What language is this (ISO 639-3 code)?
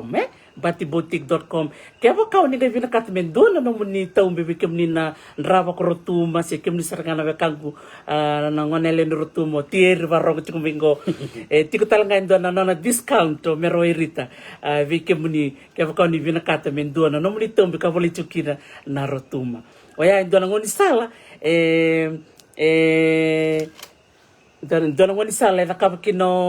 fij